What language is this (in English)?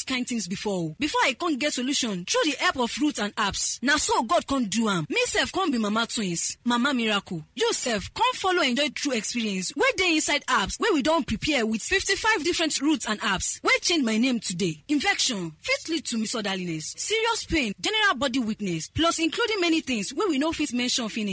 Nigerian Pidgin